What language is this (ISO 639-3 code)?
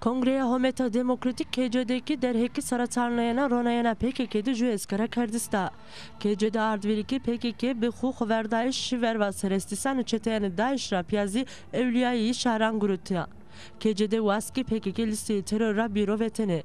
zza